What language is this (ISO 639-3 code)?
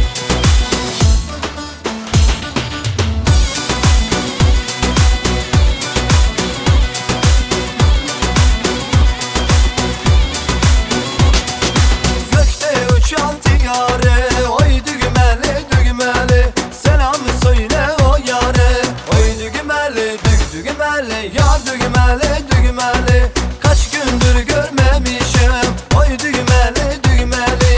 tur